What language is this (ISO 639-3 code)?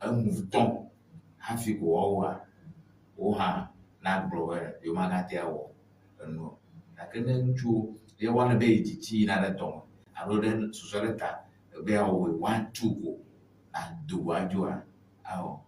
ewe